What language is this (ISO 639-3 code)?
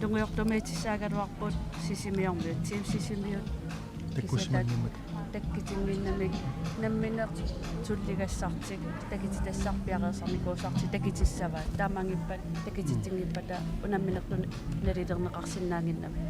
kal